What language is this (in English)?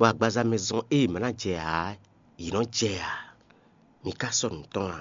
Fon